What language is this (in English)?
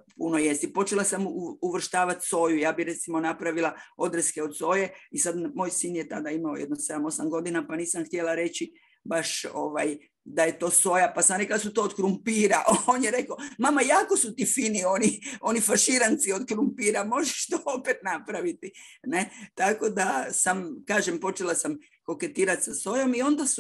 Croatian